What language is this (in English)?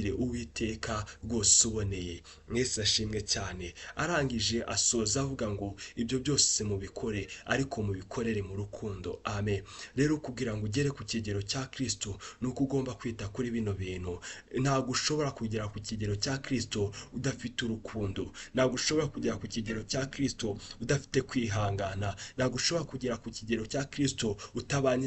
Kinyarwanda